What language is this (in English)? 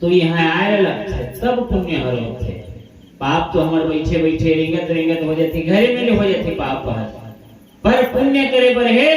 Chhattisgarhi